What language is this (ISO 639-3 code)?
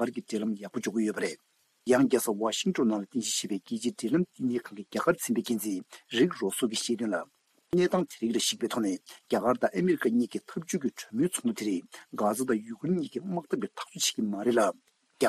bod